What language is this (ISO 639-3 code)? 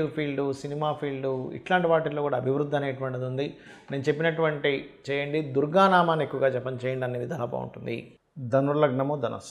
tel